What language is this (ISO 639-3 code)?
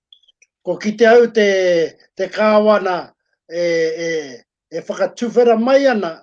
mri